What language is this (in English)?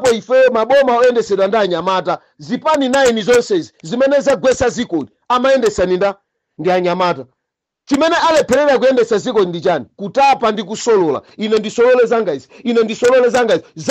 Nyanja